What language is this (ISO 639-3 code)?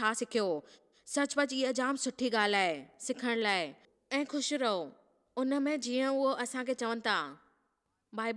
snd